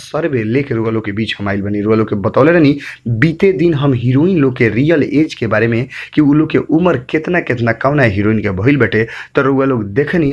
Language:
Bhojpuri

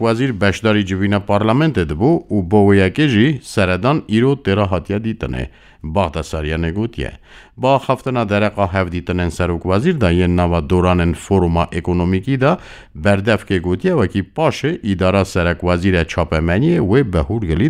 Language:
Kurdish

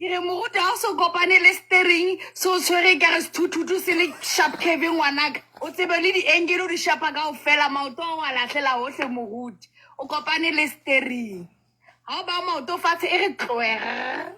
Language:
Southern Sotho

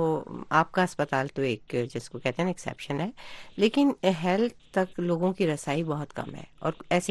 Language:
Urdu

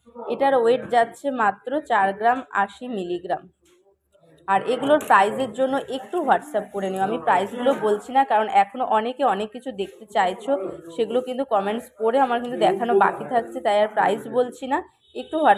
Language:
Bangla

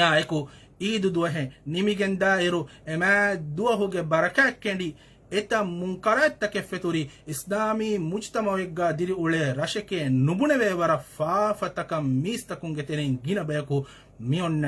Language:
Divehi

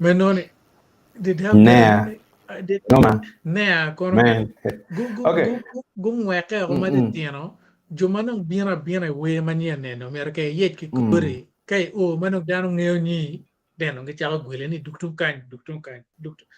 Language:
Acoli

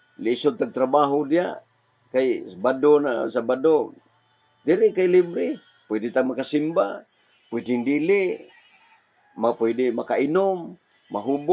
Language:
Cebuano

